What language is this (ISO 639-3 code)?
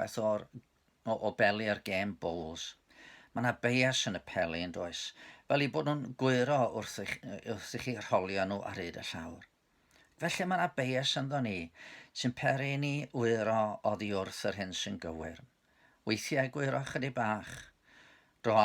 cym